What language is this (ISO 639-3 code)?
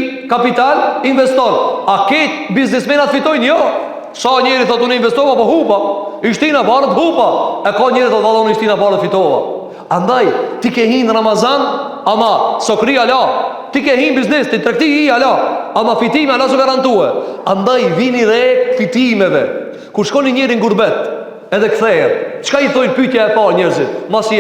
sqi